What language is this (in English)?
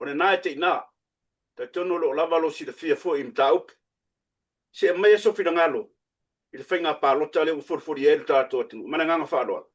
Samoan